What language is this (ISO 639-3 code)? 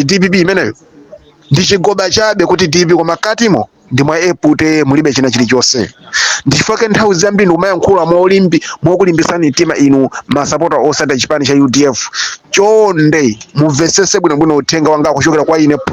nya